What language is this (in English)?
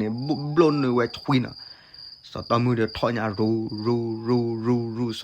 S'gaw Karen